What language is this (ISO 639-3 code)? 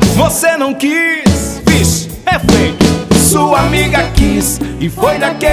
por